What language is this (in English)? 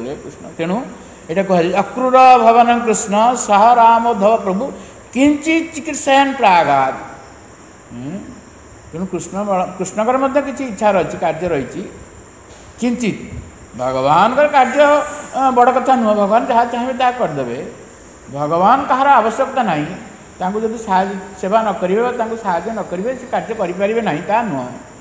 Odia